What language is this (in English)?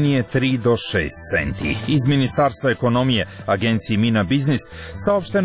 Serbian